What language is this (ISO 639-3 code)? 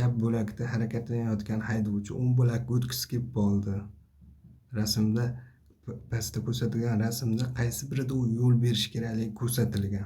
uzb